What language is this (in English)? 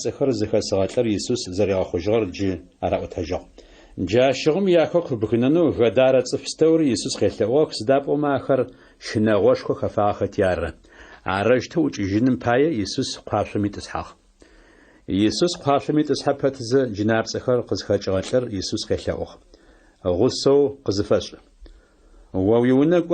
Adyghe